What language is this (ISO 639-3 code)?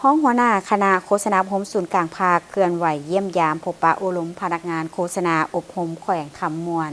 lao